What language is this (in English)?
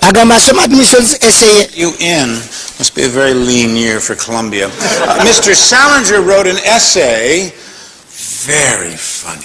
Ganda